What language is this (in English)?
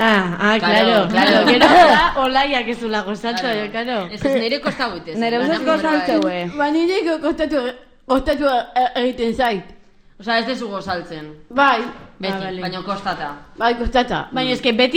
Basque